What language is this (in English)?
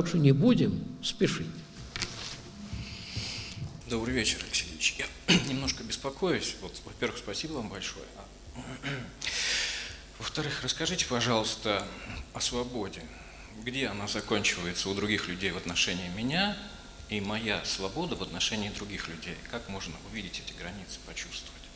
Russian